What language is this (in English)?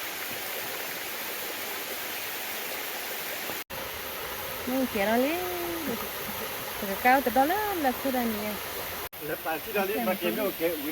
S'gaw Karen